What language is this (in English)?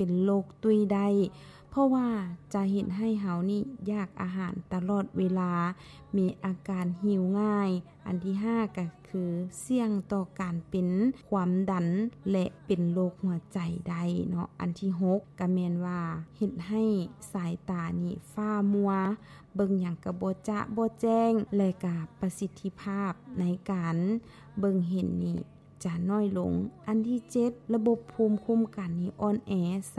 Lao